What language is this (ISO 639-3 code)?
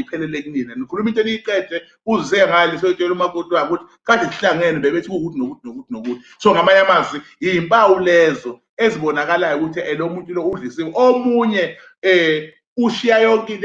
zul